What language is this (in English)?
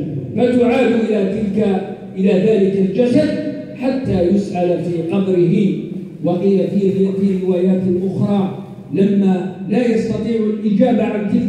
Arabic